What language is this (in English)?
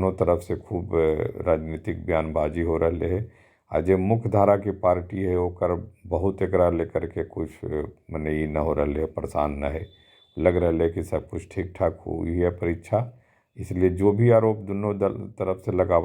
Magahi